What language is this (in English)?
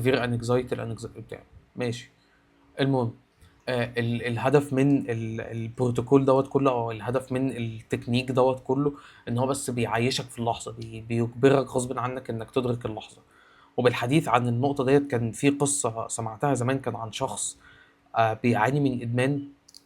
Egyptian Arabic